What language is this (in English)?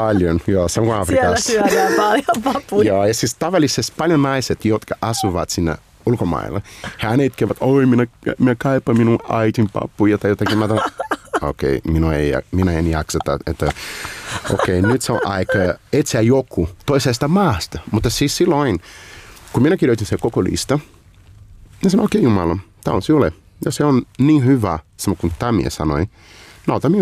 Finnish